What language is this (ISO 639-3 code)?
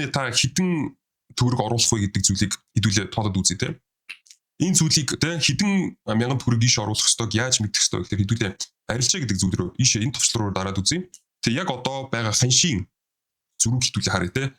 mon